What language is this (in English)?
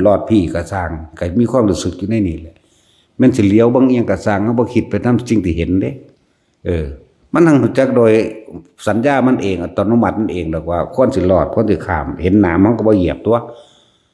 Northeastern Thai